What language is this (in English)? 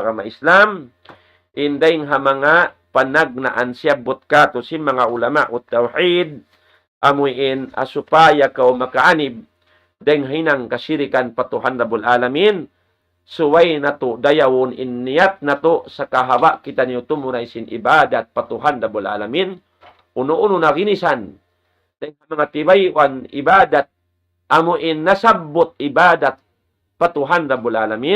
Tausug